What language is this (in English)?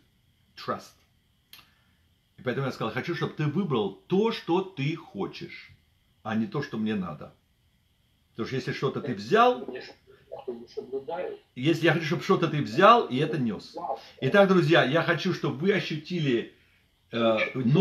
Russian